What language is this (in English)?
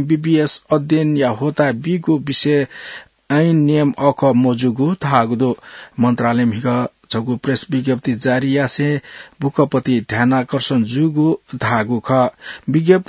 Newari